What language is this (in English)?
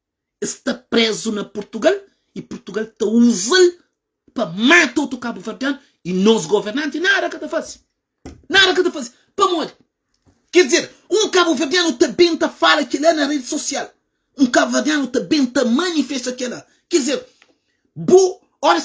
Kabuverdianu